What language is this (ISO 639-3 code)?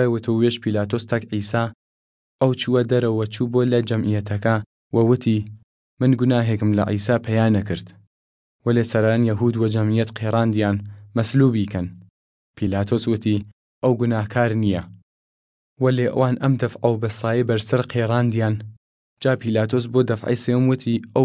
sdh